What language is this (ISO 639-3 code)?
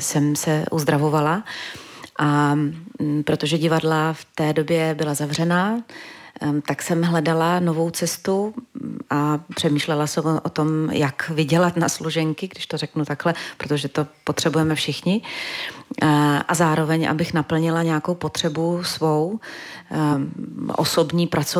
ces